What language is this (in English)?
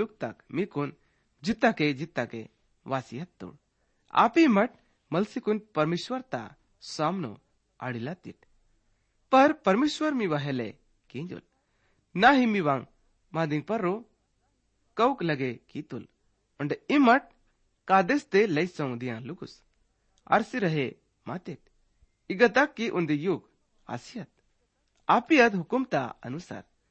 Gondi